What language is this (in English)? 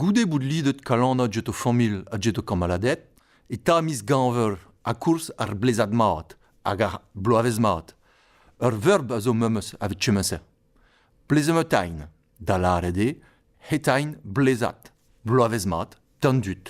Breton